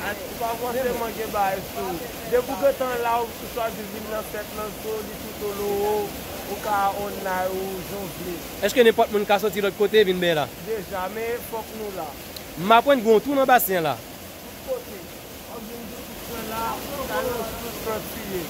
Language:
Haitian Creole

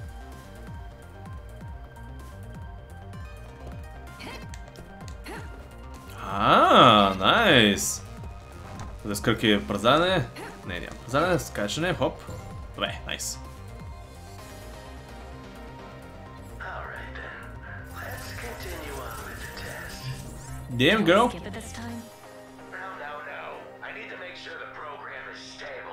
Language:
Bulgarian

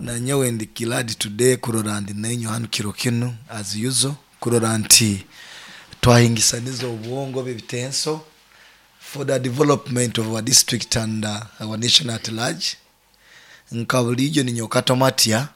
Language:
Nyoro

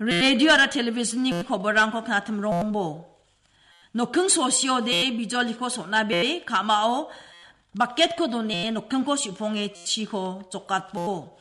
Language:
Garo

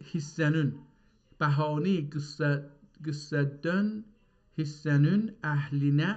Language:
South Azerbaijani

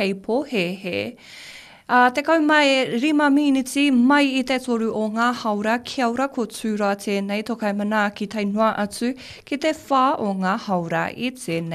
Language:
Māori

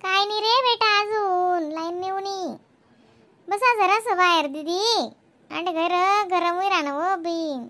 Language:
Khandesi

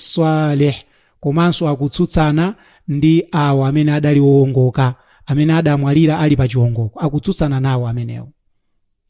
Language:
Nyanja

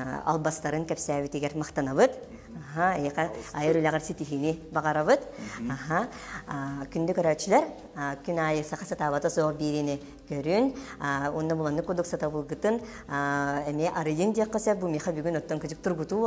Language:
Yakut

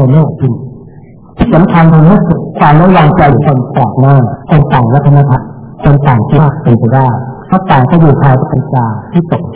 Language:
Thai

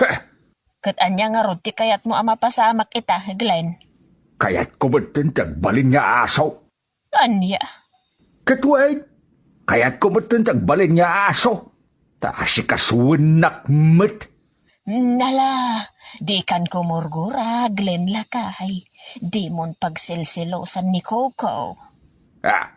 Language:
Iloko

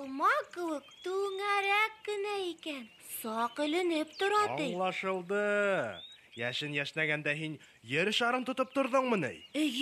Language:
Bashkir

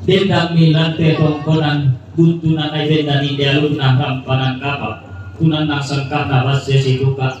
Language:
Toraja-Sa'dan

